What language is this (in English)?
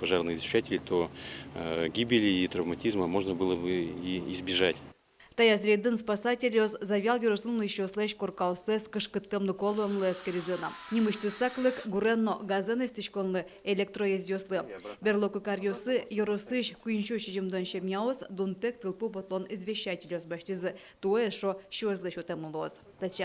Udmurt